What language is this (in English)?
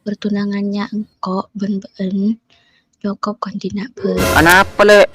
Madurese